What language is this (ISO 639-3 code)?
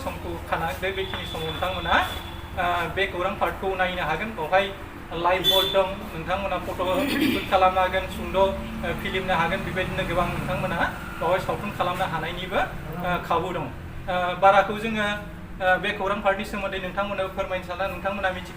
brx